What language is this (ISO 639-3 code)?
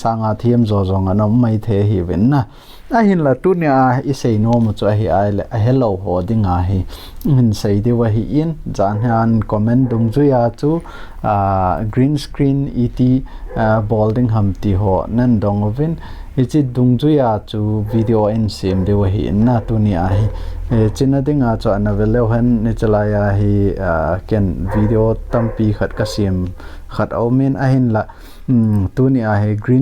tcz